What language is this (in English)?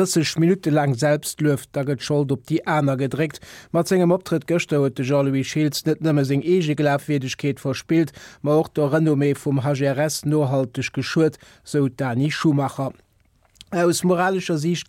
Luxembourgish